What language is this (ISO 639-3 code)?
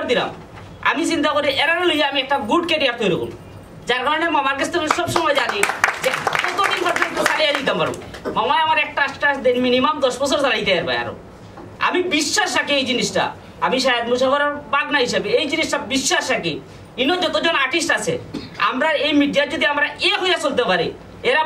syl